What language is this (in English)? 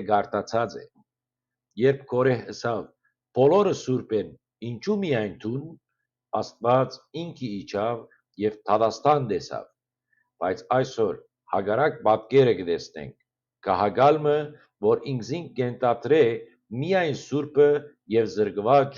Western Armenian